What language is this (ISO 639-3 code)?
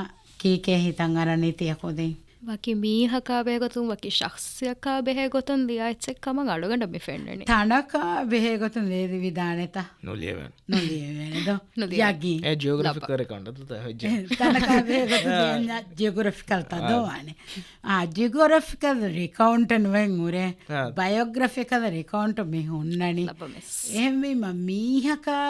div